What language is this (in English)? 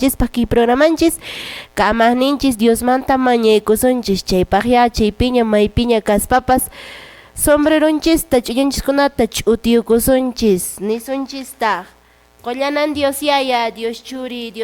Quechua